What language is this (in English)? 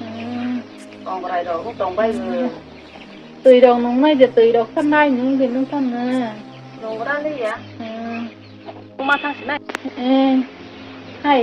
Kok Borok